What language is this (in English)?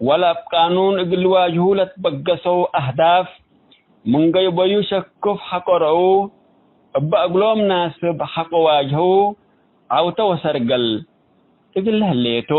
Tigre